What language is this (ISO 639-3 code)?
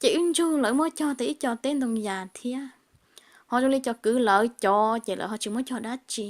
hmn